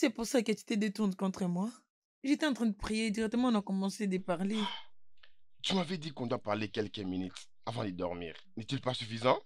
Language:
French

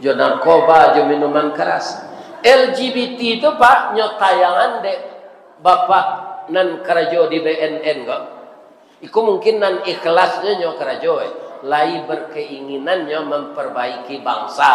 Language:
Minangkabau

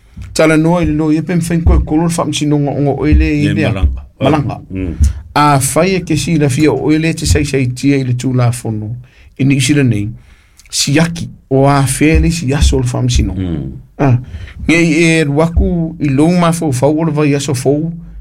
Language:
Samoan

